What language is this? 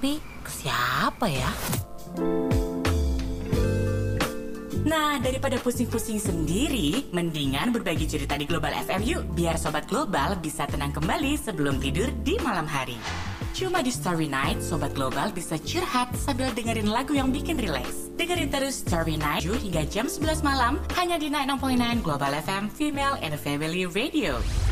Indonesian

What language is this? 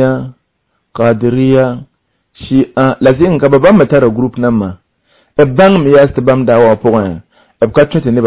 Mossi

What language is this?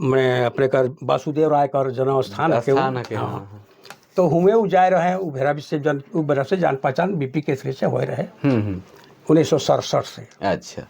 Sadri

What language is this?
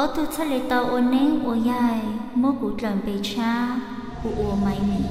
Hmong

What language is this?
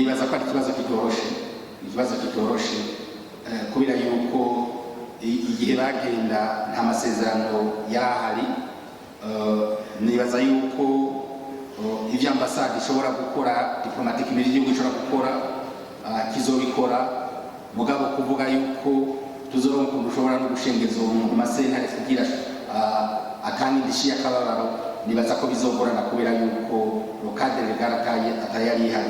Rundi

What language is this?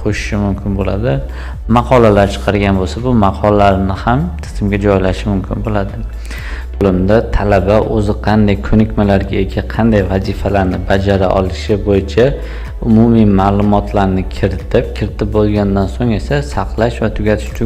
Uzbek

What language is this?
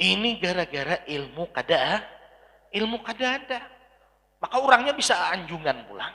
Banjar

